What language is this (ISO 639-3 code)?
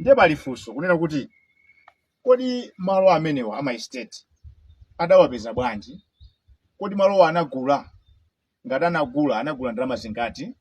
nya